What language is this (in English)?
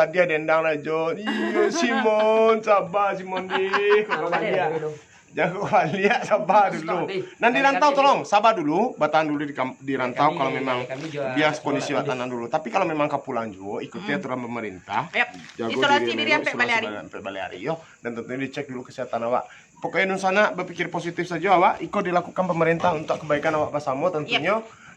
Minangkabau